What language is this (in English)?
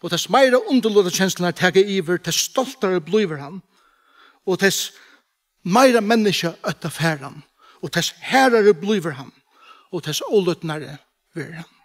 Faroese